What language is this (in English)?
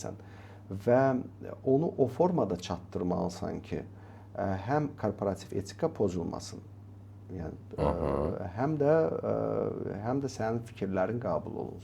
Azerbaijani